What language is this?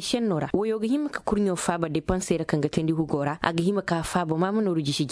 Koyraboro Senni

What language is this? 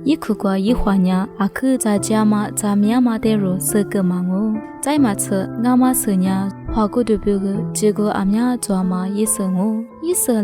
Lisu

